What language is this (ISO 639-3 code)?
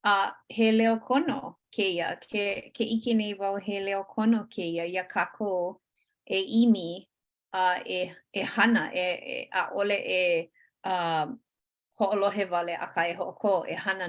haw